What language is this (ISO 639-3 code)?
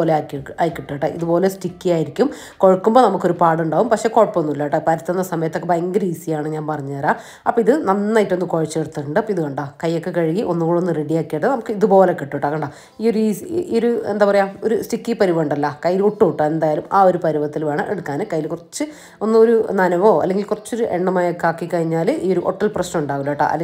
mal